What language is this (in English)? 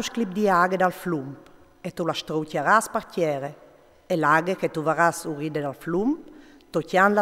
Friulian